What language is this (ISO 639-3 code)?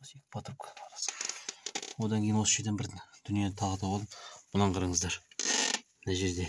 kaz